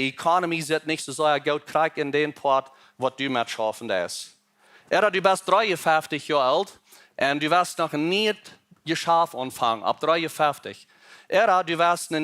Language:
Plautdietsch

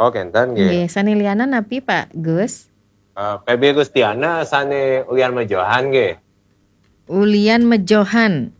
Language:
Balinese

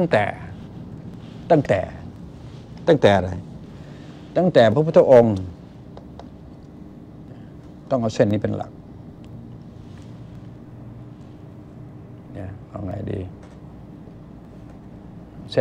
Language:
Thai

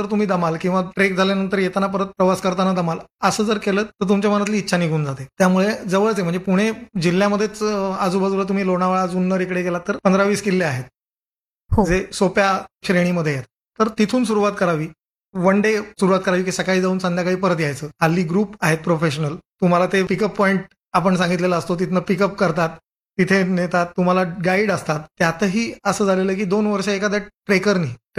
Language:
Marathi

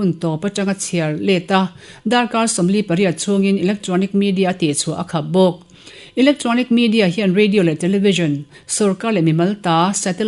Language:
Mizo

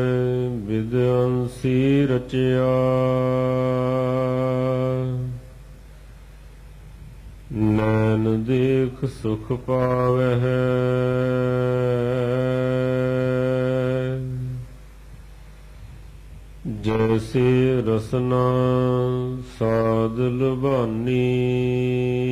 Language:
Punjabi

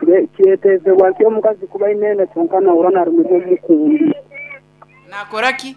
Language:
Nyoro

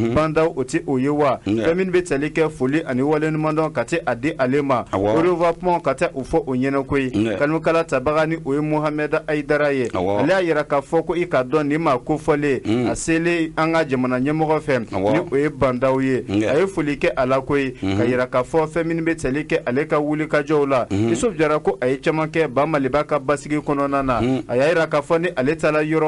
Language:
Bambara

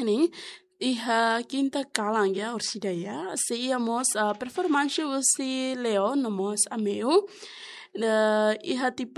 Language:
Tetum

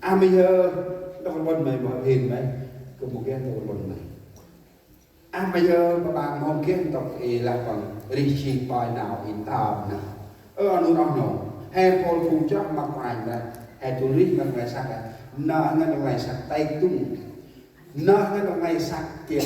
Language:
Central Mnong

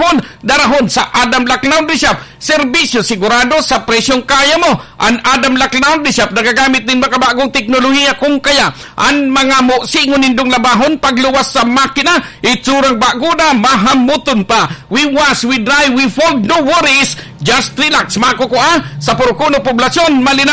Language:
Bikol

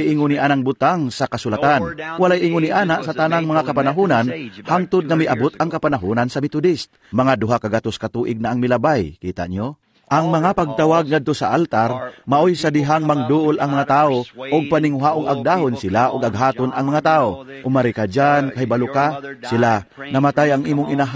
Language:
Cebuano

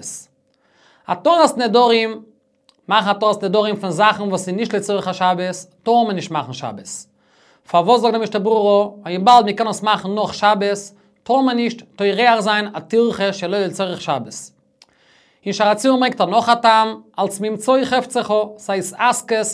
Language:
Yiddish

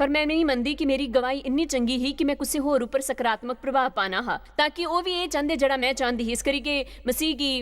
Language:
Dogri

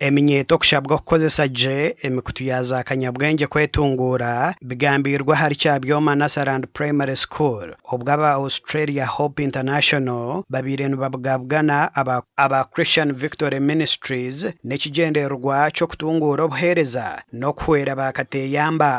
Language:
Nyankole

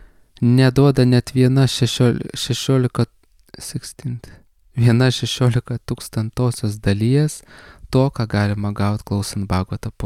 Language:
Lithuanian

